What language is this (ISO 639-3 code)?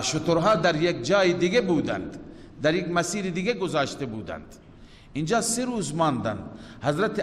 fas